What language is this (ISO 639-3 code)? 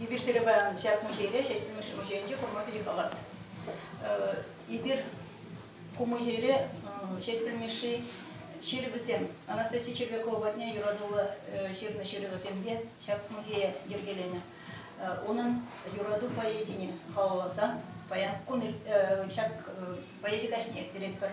chv